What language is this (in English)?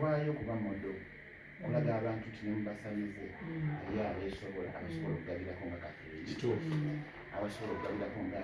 Ganda